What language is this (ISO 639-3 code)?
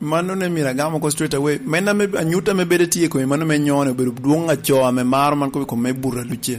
laj